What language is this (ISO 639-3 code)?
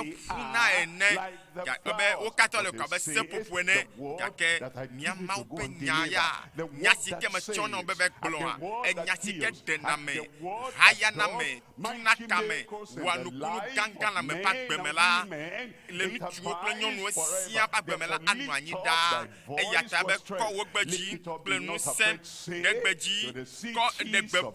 ewe